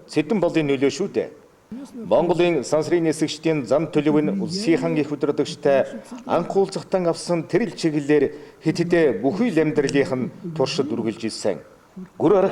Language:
Mongolian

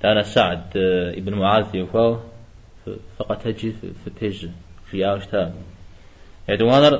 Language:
Kabardian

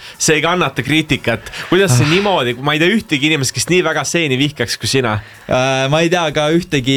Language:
Estonian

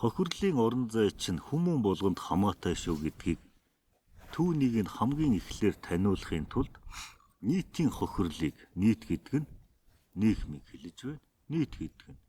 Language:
Mongolian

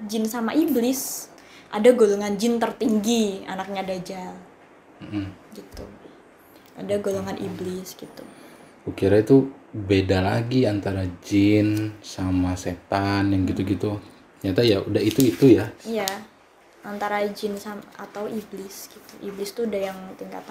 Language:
Indonesian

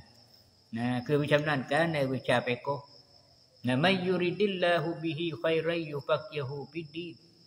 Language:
Thai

